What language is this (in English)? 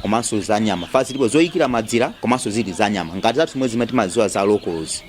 Nyanja